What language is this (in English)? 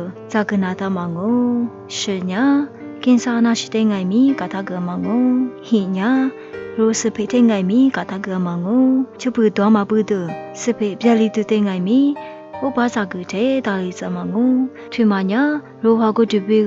Lisu